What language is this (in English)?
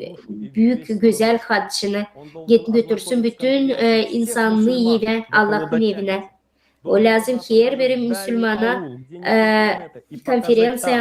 Gagauz